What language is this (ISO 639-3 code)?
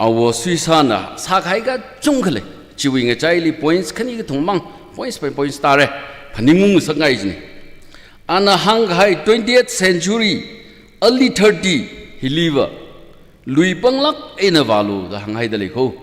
nmf